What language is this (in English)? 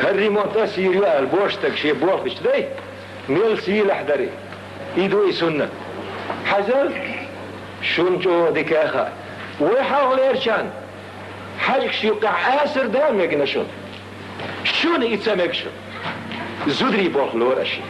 Chechen